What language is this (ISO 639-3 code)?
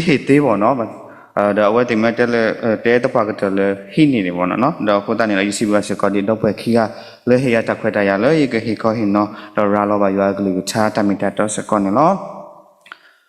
ksw